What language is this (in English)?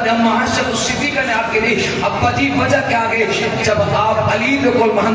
Saraiki